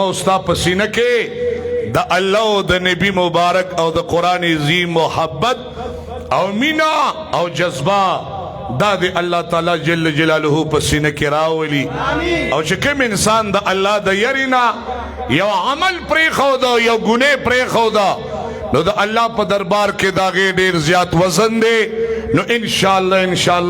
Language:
Pashto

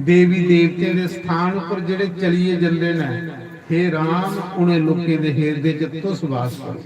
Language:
Dogri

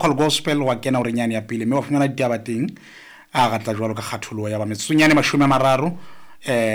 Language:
Southern Sotho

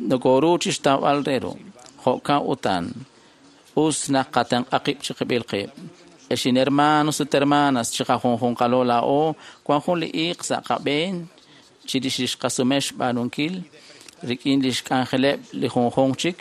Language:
Kekchí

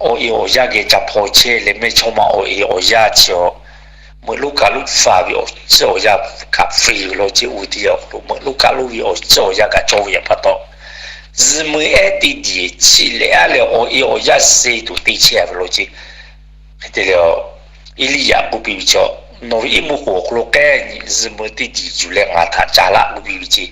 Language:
Lahu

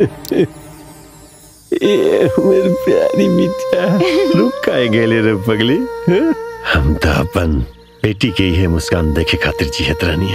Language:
Bhojpuri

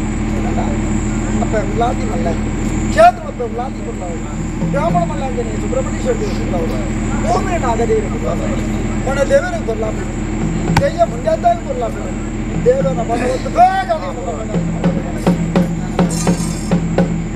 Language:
Kannada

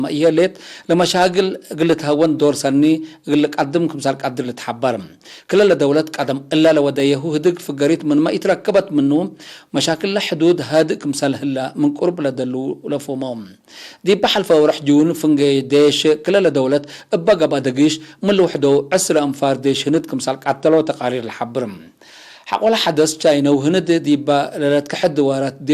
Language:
Tigre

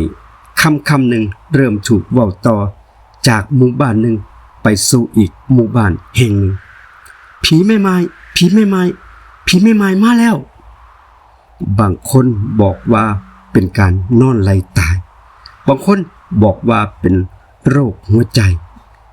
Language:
Lao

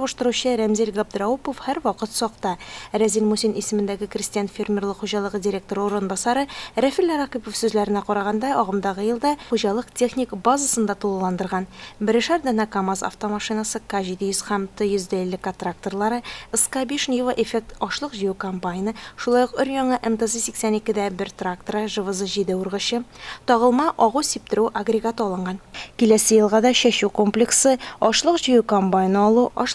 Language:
Tatar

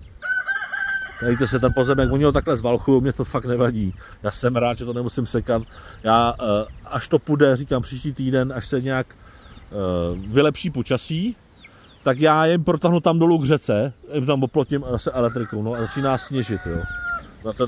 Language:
Czech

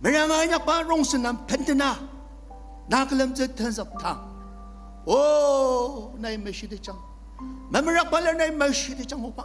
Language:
Ao Naga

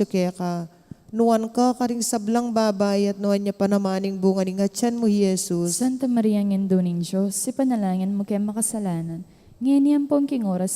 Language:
Pampanga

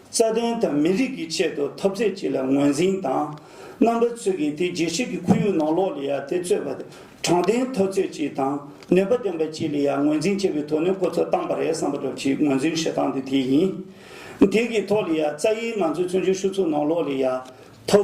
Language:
Tibetan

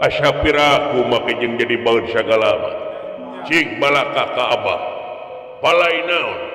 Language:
Sundanese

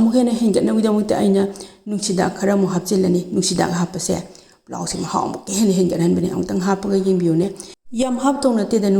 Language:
Manipuri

